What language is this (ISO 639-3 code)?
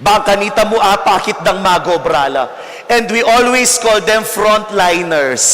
pam